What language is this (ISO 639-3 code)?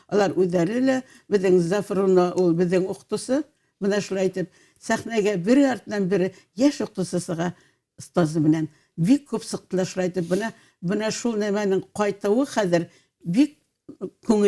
bak